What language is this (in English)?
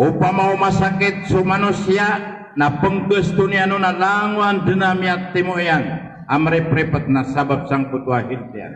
Maranao